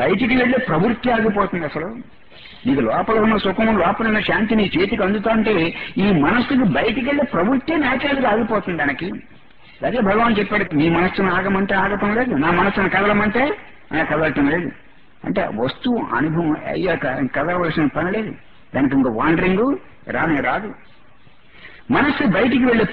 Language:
Telugu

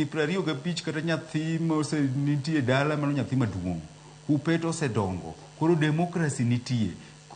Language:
Luo (Kenya and Tanzania)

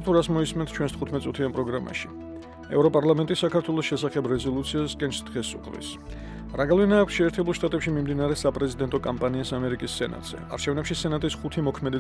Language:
Georgian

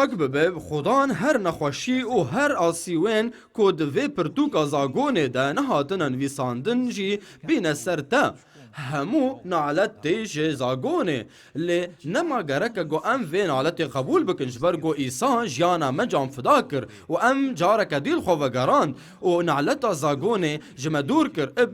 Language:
Kurdish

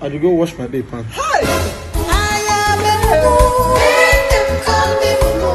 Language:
Nigerian Pidgin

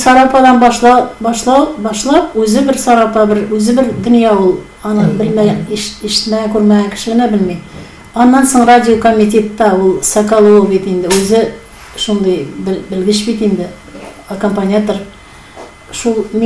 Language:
Tatar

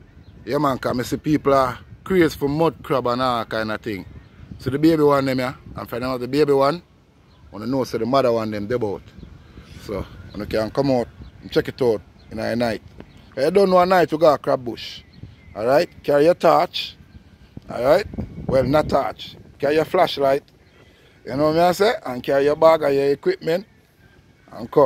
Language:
Jamaican Creole English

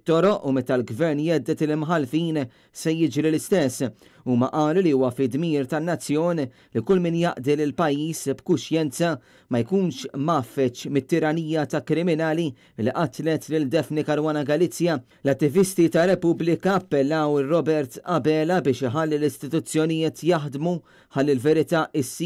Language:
Maltese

